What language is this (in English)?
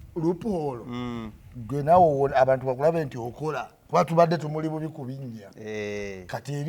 Ganda